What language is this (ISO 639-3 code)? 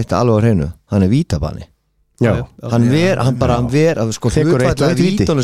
isl